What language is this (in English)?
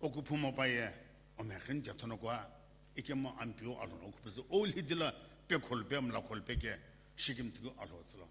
Sumi Naga